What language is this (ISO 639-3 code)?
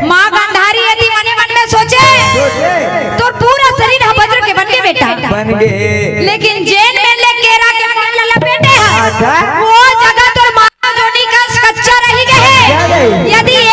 hne